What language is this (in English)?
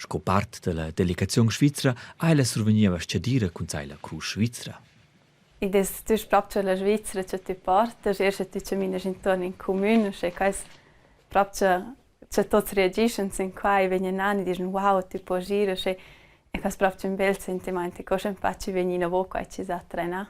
Romansh